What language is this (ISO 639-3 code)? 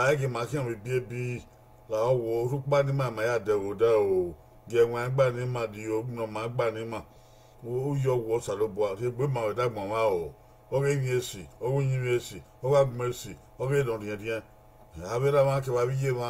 bin